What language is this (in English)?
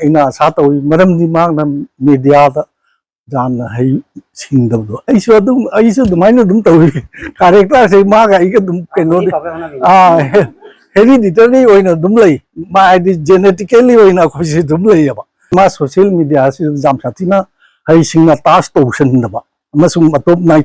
Manipuri